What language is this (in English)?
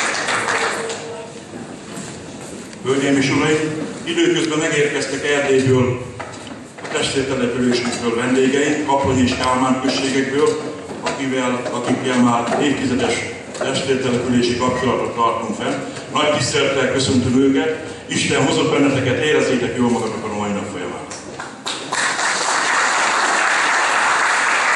Hungarian